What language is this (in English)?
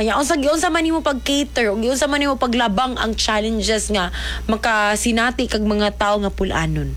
Cebuano